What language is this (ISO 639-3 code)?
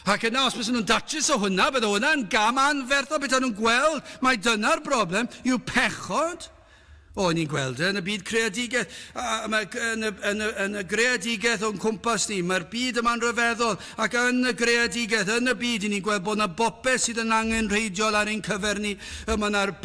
cym